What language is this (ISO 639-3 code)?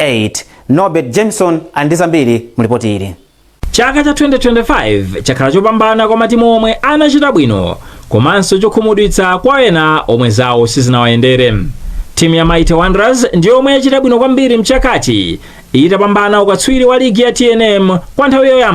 nya